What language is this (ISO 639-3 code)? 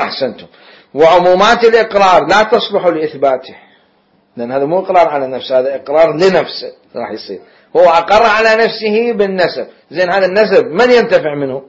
acm